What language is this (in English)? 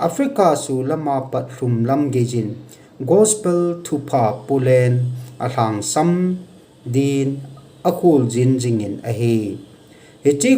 Thado Chin